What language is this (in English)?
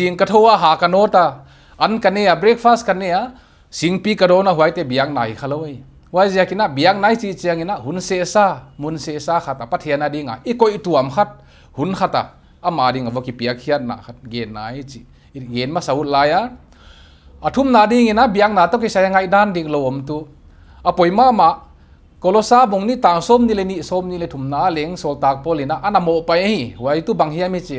Paite Chin